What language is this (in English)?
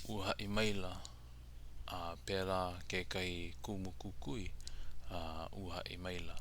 Hawaiian